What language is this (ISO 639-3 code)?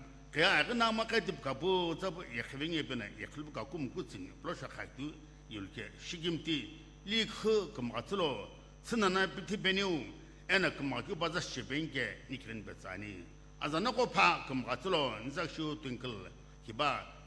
nsm